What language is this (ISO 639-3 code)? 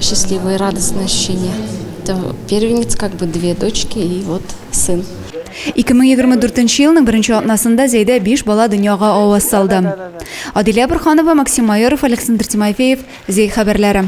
tat